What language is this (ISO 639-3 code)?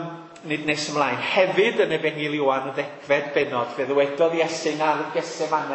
cym